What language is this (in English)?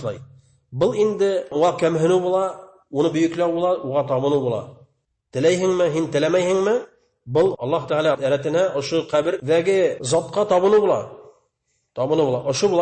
Bashkir